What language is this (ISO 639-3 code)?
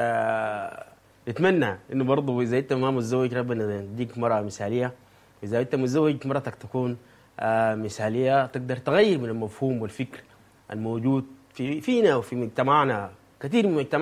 apd